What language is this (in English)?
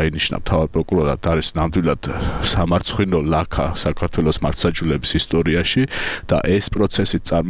Georgian